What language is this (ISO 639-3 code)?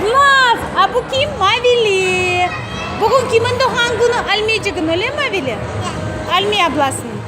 crh